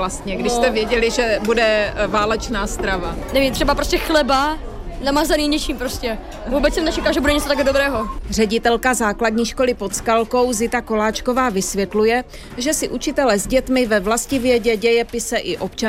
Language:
Czech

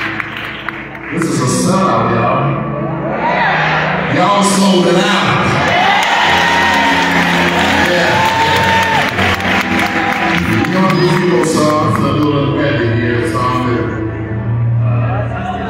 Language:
English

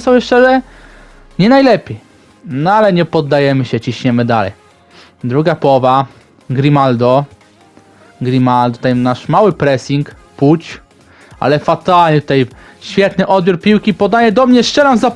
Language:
Polish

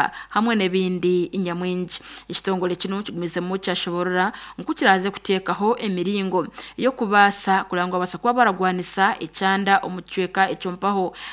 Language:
Nyankole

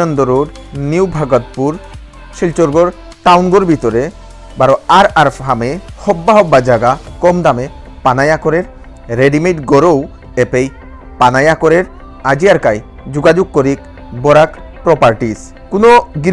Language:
Bishnupriya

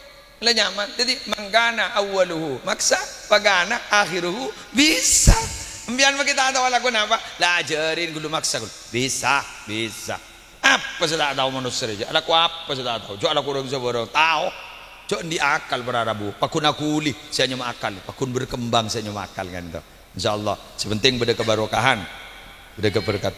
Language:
Madurese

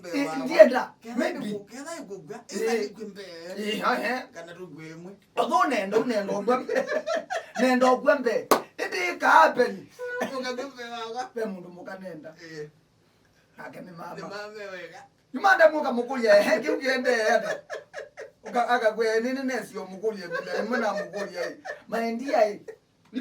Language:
Kamba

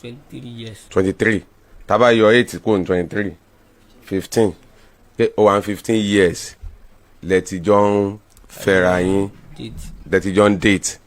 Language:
Yoruba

